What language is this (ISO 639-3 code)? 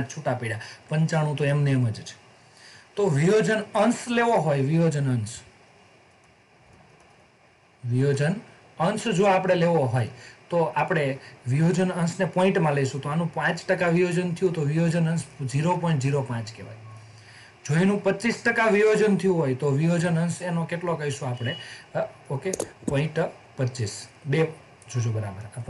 guj